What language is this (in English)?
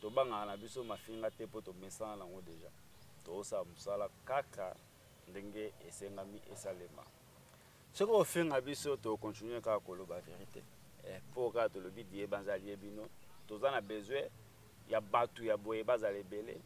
Lingala